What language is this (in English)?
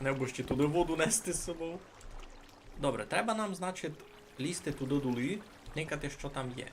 Rusyn